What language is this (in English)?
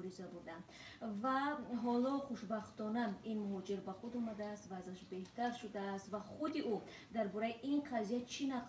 Tajik